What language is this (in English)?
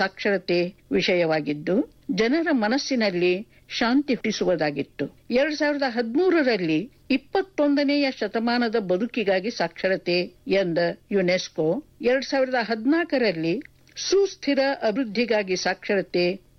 Kannada